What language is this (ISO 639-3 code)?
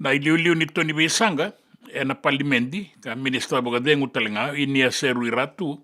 fij